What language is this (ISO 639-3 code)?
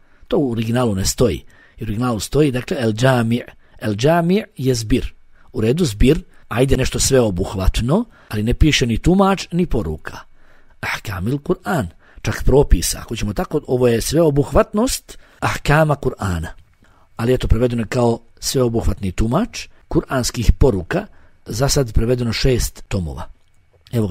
bos